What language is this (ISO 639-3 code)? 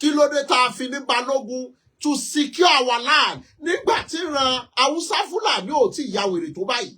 yor